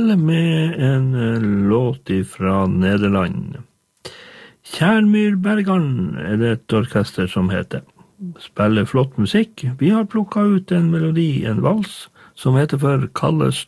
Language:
Norwegian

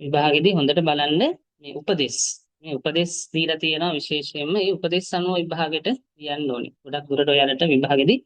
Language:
Sinhala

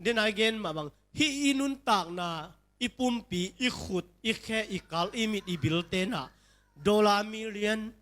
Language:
Tedim Chin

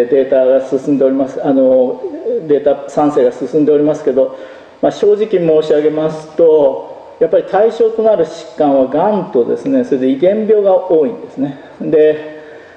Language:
Japanese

